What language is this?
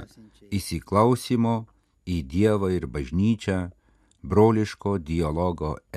Lithuanian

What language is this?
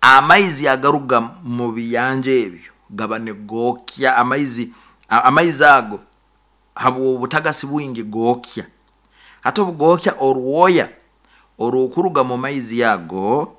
Nyoro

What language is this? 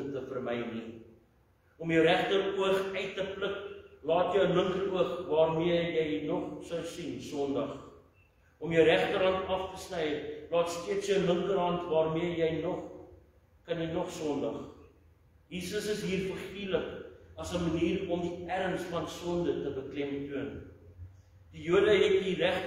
Afrikaans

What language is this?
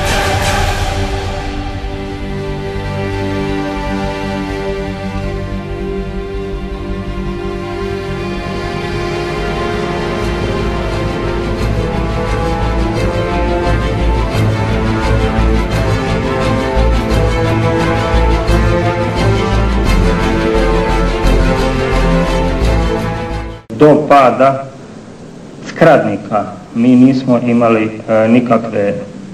Croatian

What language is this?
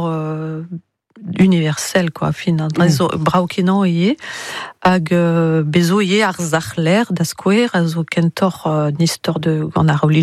Breton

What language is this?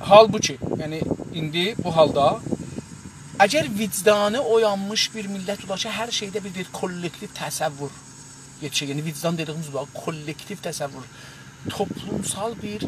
South Azerbaijani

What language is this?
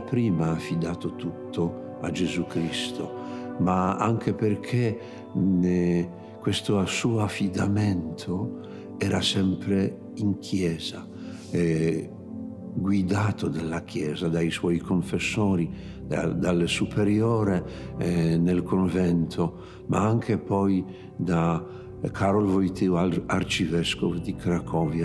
Italian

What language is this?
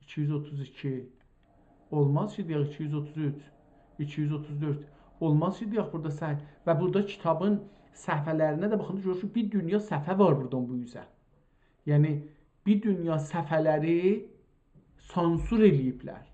South Azerbaijani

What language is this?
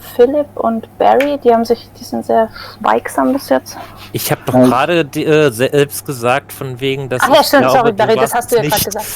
Swiss German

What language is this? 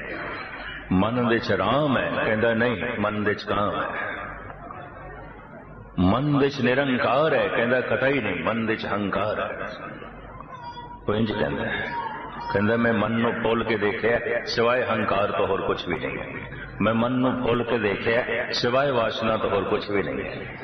Punjabi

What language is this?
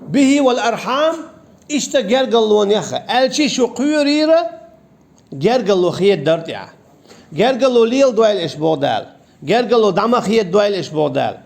Chechen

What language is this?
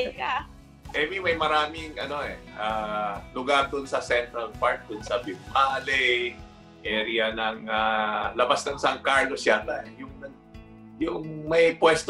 Filipino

